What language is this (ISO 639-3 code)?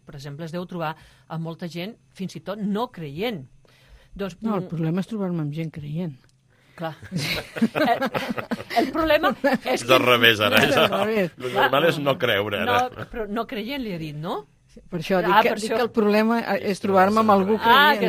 cat